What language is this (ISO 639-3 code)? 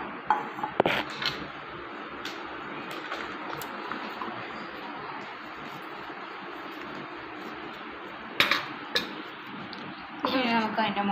mal